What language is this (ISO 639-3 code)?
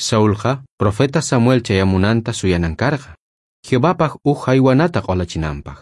quh